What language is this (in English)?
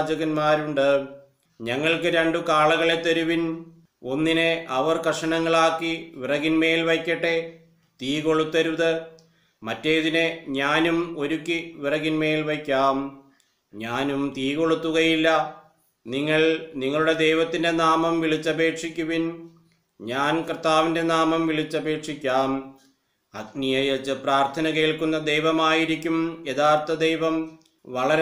Malayalam